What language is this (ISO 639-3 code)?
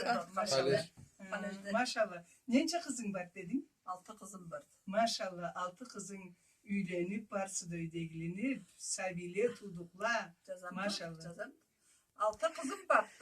krc